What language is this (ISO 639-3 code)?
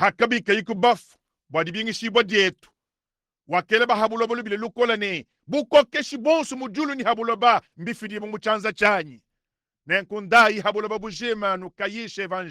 lua